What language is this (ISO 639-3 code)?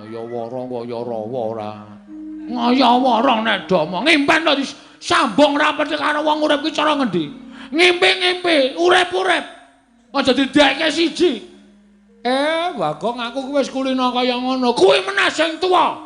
jav